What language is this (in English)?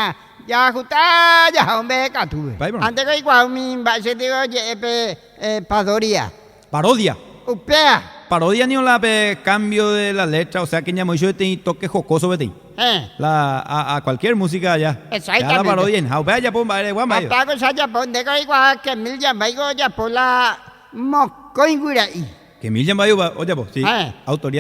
Guarani